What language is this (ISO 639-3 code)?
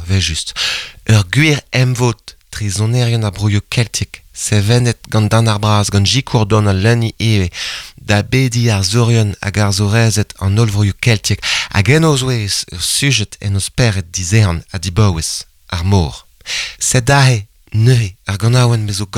bre